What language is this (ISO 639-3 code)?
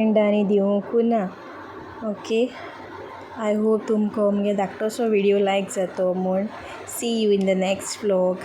kok